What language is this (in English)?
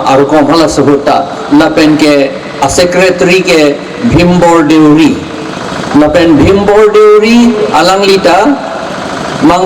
Karbi